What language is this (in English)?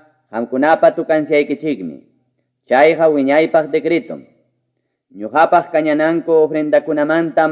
Ayacucho Quechua